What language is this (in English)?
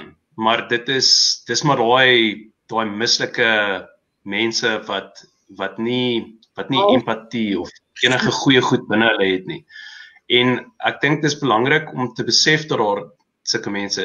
Afrikaans